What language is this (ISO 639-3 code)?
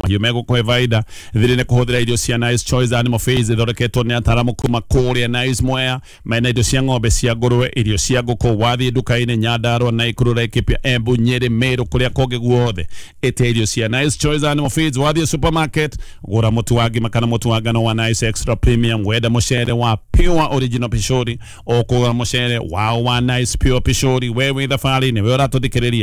kik